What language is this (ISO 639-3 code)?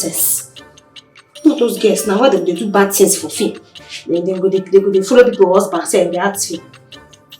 pcm